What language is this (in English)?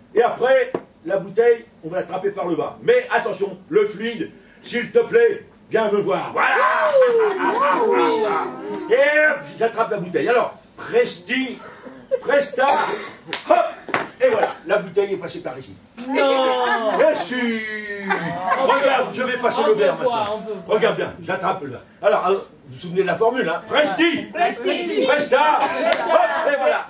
French